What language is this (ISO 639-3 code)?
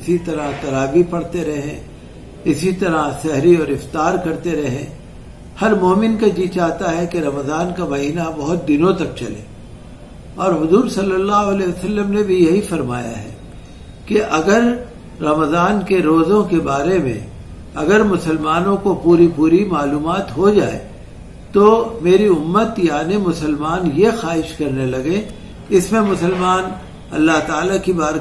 urd